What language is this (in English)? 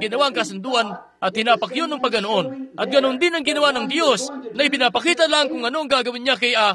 Filipino